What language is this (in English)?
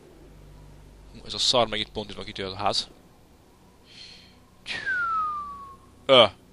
Hungarian